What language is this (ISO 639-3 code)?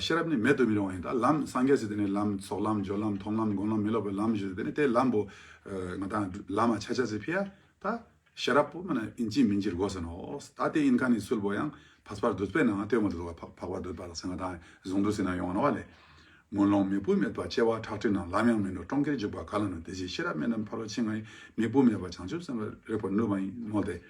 lbj